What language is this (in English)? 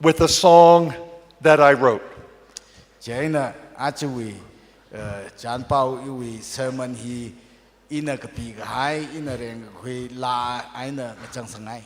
Tangkhul Naga (India)